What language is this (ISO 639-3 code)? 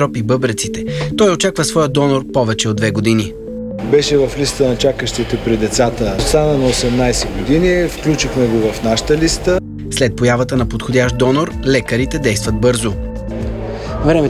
bul